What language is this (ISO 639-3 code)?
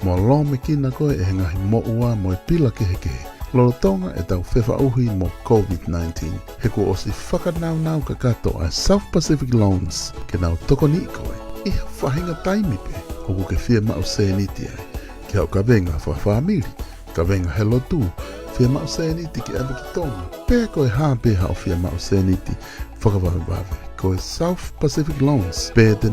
ton